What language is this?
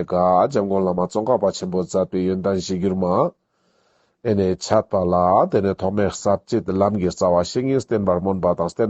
Ladakhi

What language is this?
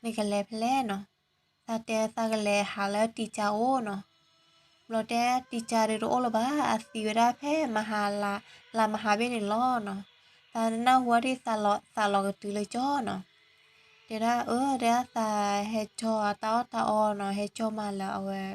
S'gaw Karen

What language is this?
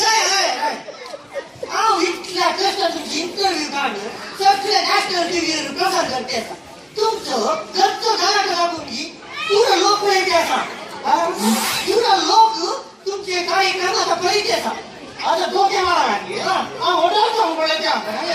Konkani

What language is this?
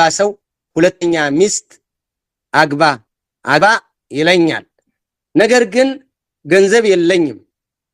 Amharic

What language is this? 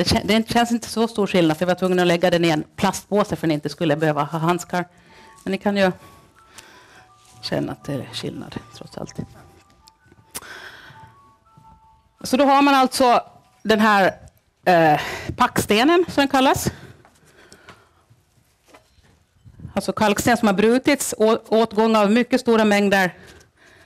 Swedish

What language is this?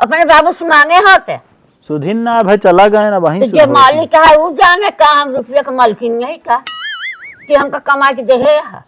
Awadhi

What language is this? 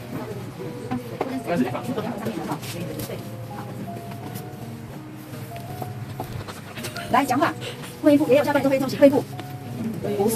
Chinese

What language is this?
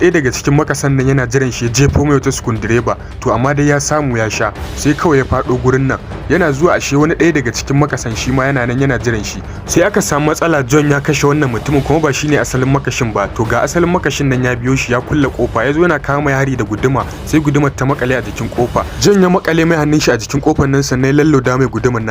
Hausa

